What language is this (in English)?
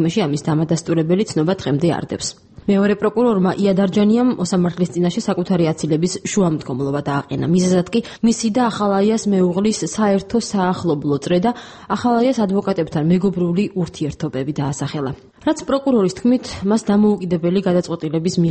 Georgian